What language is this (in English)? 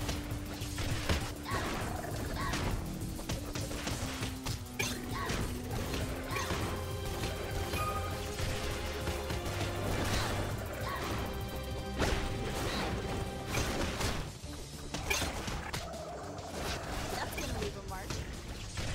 English